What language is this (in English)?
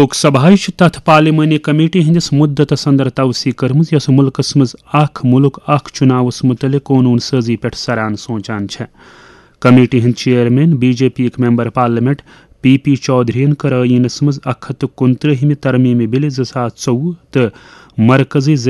Kashmiri